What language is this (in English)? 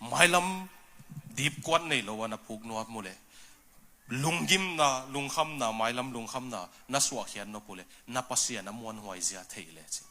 Tedim Chin